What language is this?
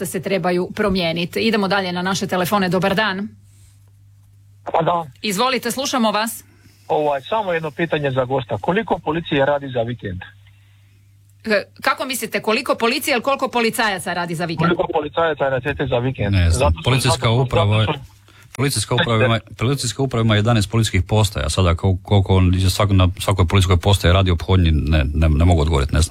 Croatian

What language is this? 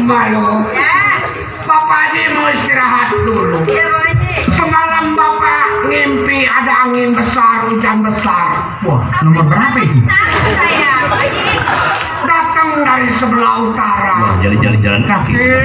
Betawi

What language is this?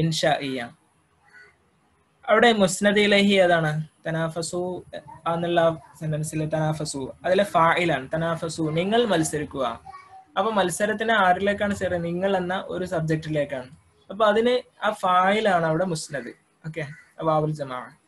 Malayalam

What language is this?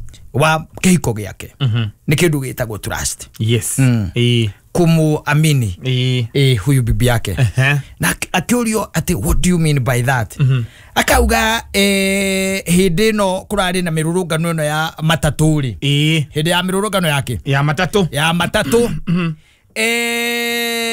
Kikuyu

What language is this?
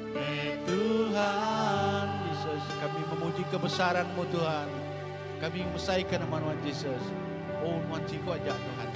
Iban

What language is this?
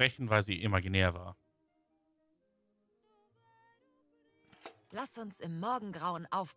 German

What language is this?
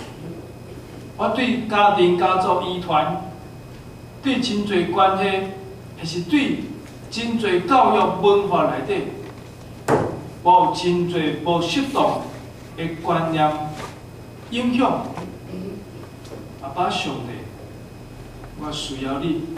Min Nan Chinese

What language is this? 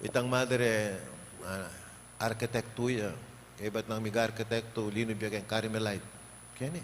Pampanga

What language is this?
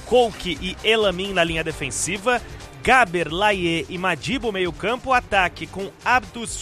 Portuguese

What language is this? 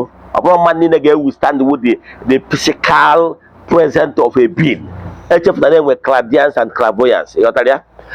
Igbo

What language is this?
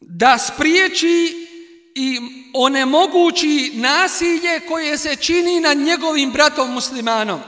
Bosnian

